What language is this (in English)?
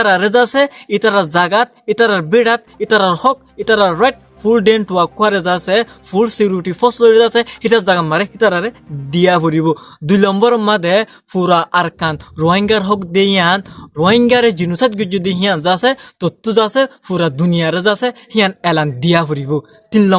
Rohingya